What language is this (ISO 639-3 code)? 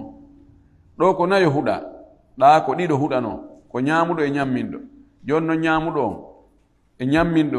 ful